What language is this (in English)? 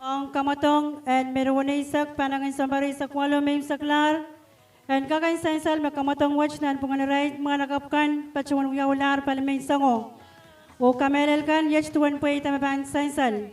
Pohnpeian